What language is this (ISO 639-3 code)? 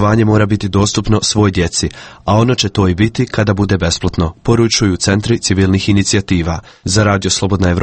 hrv